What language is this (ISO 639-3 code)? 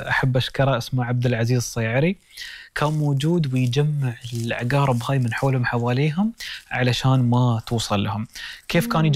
afb